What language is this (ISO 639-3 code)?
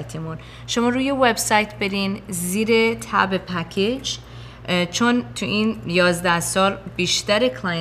fas